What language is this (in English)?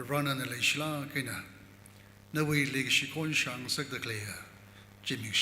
Tangkhul Naga (India)